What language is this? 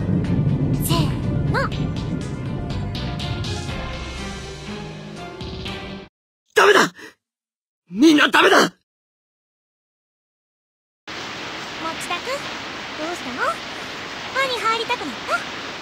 Japanese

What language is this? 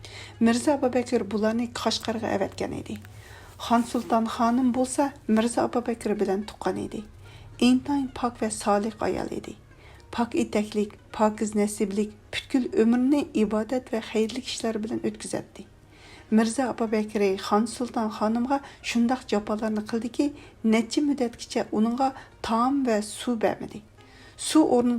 Uyghur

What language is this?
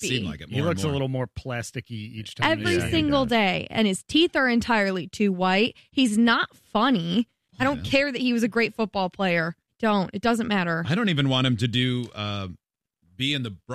English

